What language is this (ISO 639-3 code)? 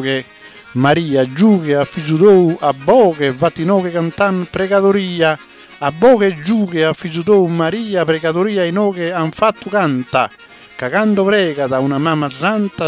srd